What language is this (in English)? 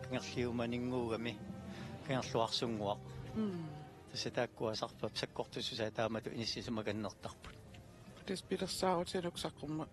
Kalaallisut